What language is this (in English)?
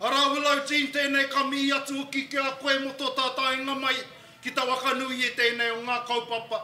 Māori